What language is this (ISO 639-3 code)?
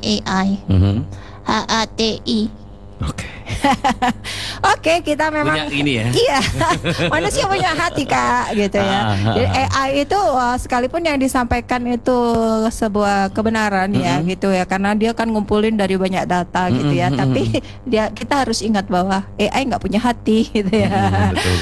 ind